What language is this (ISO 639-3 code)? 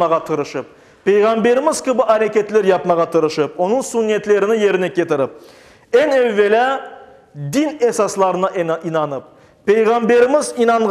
crh